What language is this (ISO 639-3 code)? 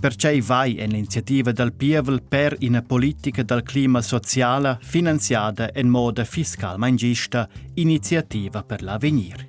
roh